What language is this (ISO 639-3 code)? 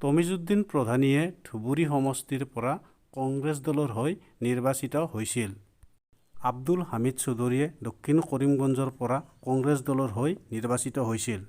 asm